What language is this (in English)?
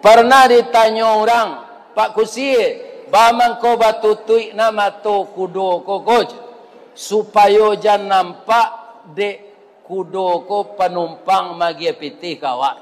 Minangkabau